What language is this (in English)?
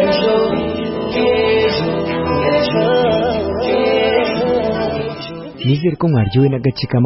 Kinyarwanda